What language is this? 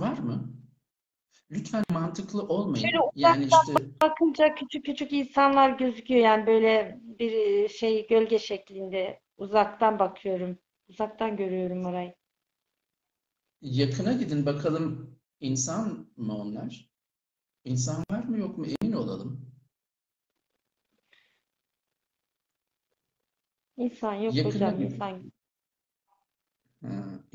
Turkish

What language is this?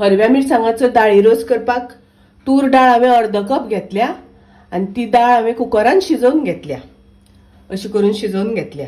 Konkani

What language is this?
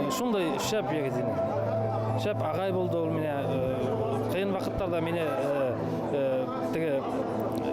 Bashkir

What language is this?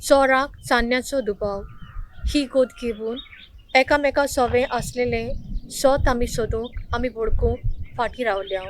Konkani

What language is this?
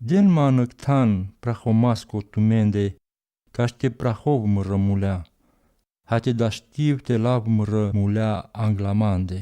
Romany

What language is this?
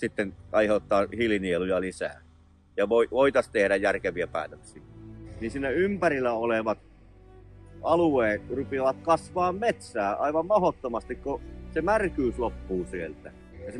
Finnish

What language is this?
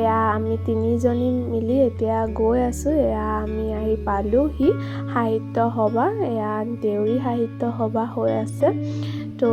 Assamese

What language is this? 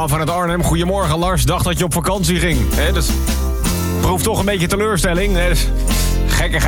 Dutch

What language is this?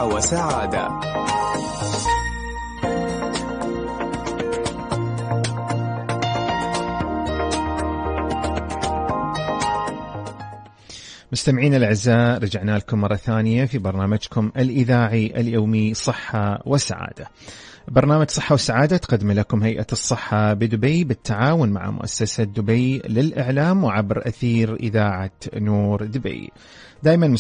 Arabic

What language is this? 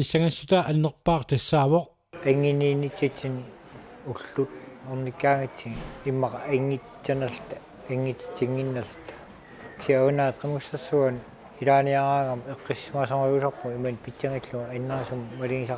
Kalaallisut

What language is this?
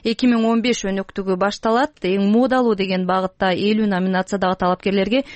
Kyrgyz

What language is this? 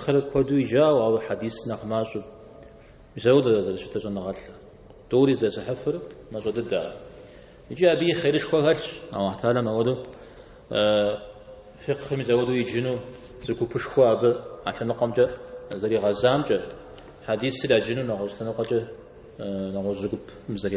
Kabardian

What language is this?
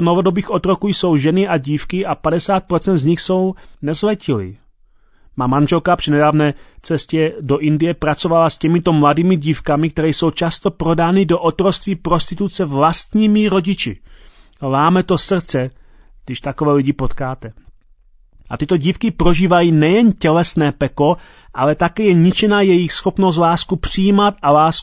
Czech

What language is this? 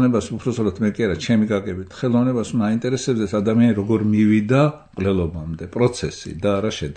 Georgian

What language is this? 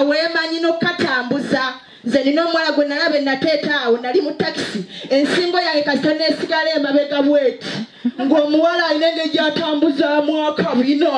Ganda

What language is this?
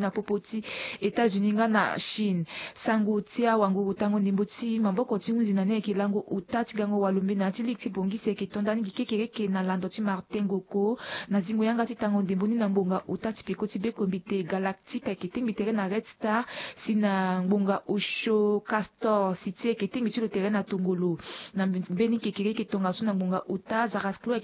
Sango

